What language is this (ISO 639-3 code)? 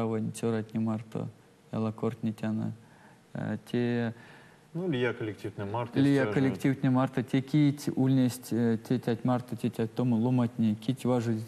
myv